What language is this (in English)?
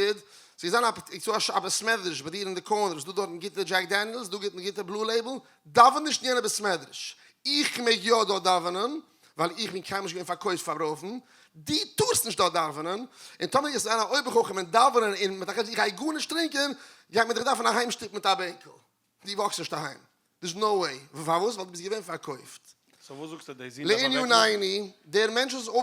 Yiddish